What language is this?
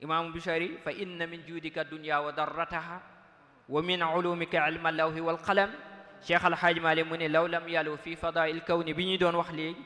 Wolof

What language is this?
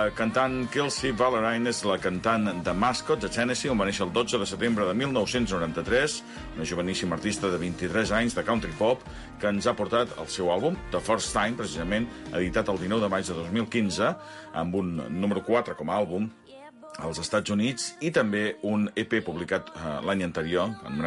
Catalan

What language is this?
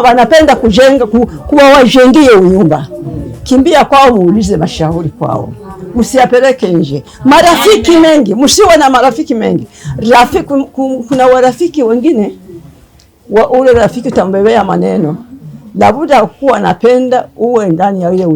Swahili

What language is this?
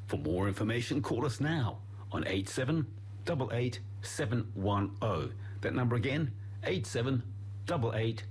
English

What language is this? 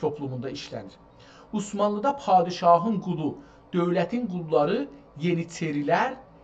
South Azerbaijani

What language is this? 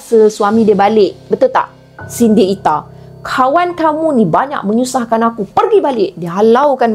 Malay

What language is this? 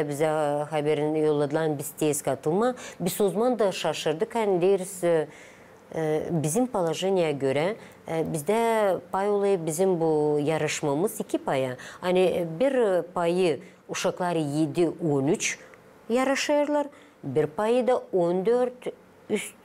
Gagauz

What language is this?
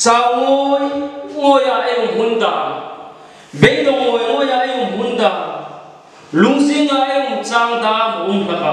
Hmar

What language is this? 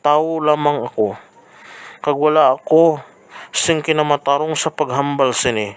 Hiligaynon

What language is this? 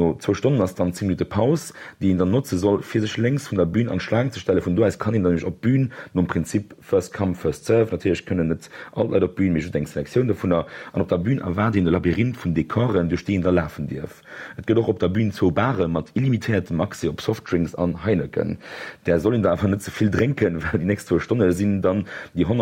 Luxembourgish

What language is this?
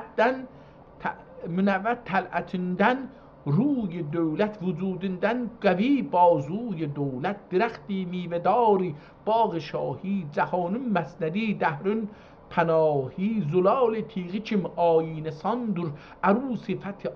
South Azerbaijani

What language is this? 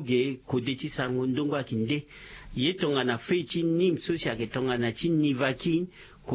Sango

